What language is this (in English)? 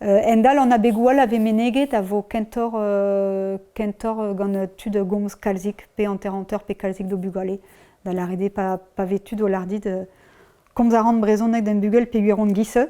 Breton